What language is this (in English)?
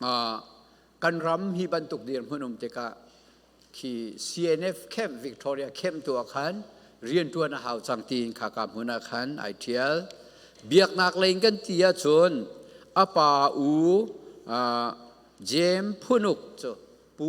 Falam Chin